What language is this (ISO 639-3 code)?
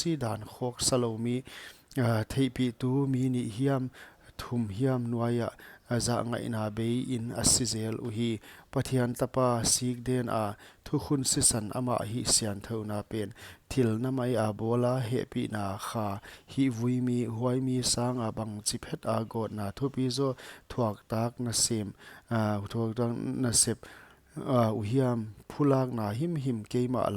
pck